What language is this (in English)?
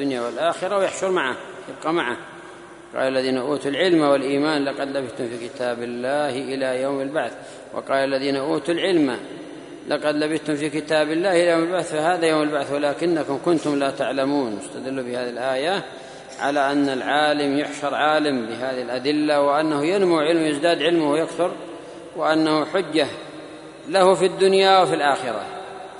Arabic